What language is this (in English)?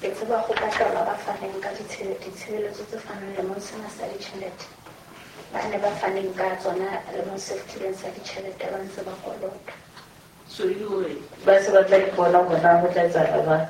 Southern Sotho